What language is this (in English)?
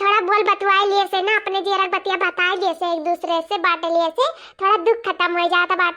Awadhi